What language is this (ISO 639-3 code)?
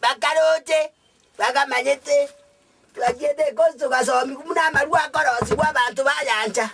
guz